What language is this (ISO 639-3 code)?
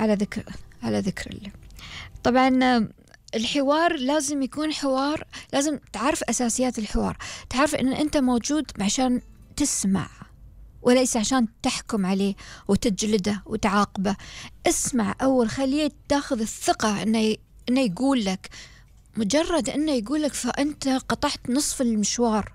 afb